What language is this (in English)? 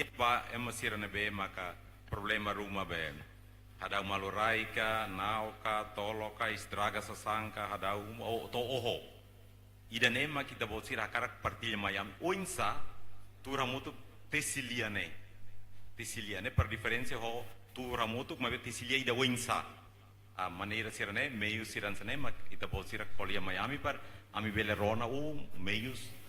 Tetum